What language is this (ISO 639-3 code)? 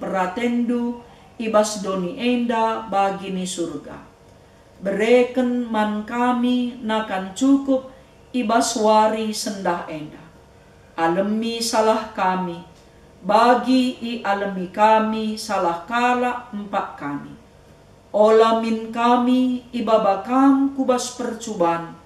btx